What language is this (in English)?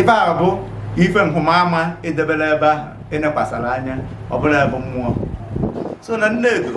Igbo